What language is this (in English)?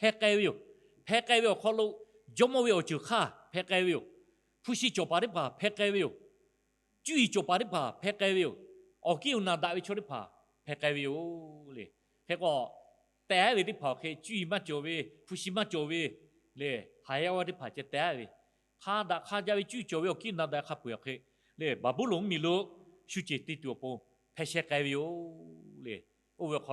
Lahu